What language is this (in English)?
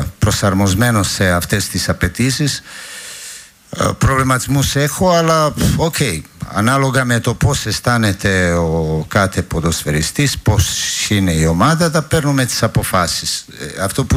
Greek